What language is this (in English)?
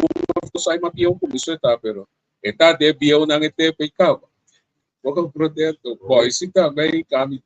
Papiamento